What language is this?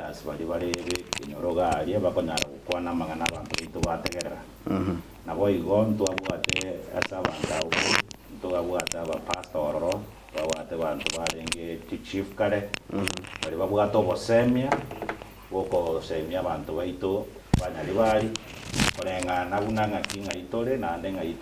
Gusii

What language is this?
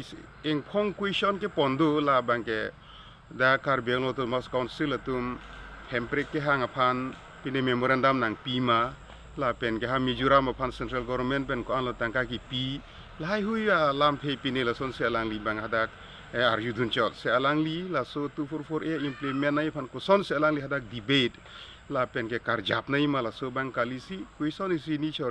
Karbi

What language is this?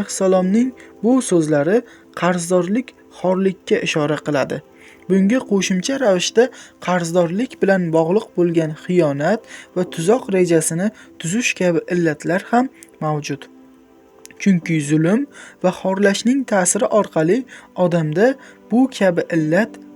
Uzbek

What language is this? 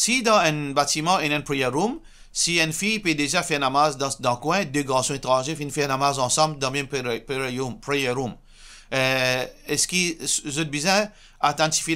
Morisyen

